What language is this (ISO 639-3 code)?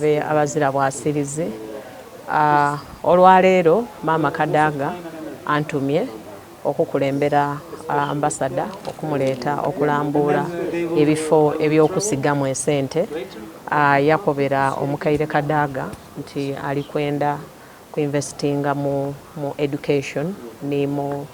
xog